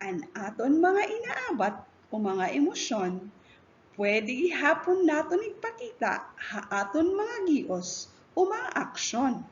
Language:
Waray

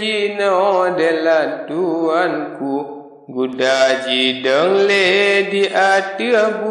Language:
Achinese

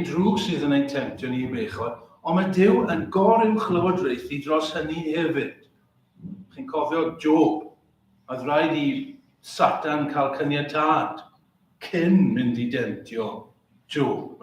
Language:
Welsh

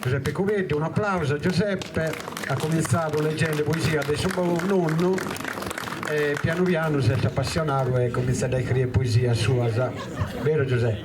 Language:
Sardinian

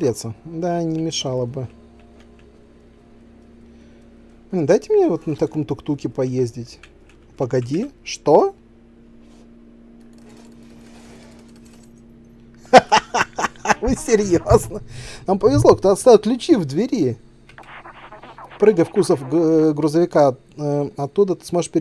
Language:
Russian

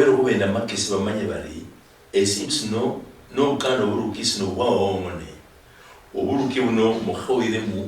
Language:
Luyia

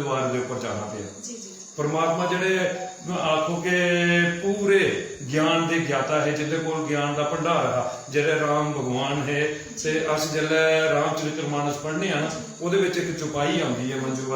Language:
Dogri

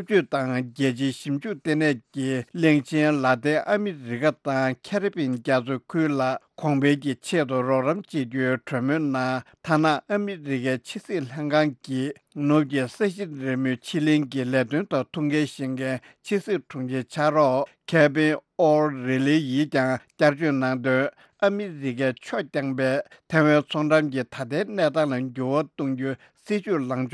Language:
Tibetan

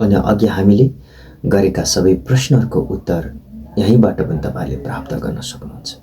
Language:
Nepali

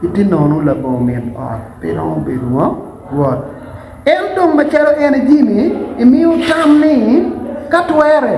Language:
Acoli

